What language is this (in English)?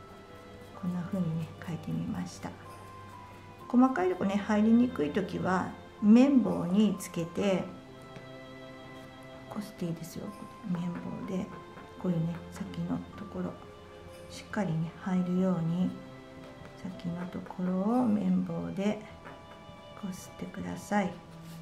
Japanese